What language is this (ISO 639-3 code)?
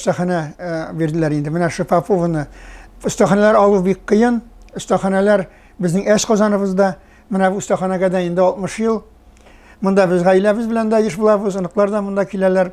tat